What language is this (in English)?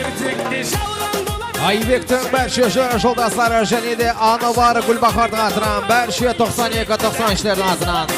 Kara-Kalpak